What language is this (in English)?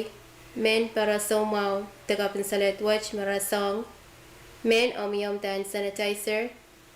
Pohnpeian